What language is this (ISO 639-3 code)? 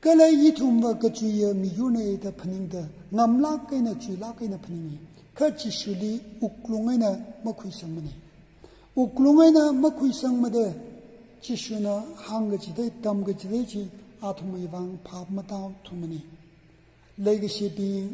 nmf